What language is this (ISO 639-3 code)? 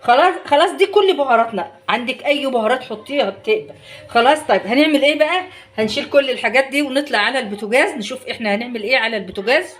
arz